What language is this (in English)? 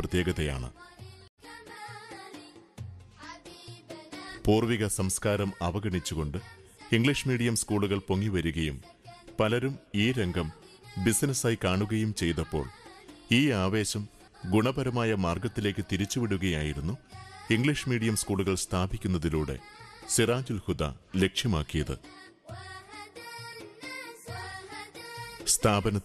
Malayalam